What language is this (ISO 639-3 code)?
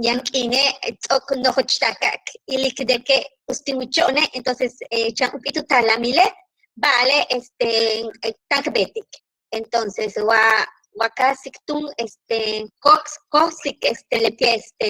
yua